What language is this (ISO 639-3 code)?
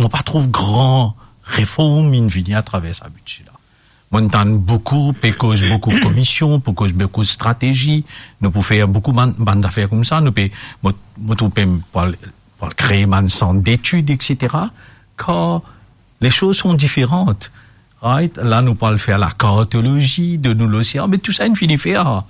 mfe